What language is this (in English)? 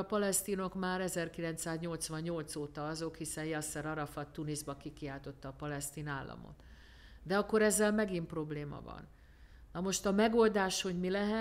Hungarian